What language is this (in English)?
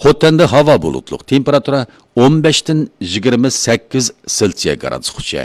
Uyghur